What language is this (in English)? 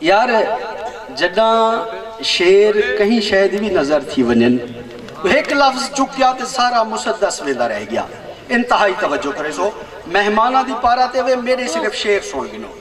Saraiki